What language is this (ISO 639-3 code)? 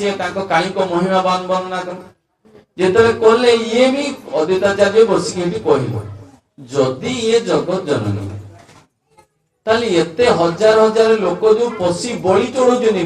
ori